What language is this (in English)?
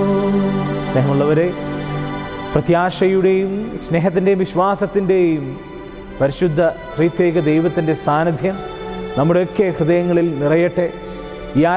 Malayalam